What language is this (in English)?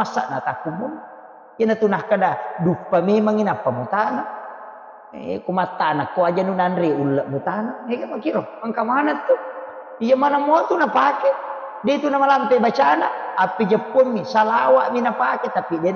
Buginese